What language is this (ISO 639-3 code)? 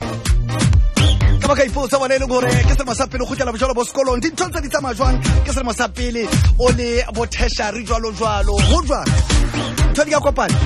sot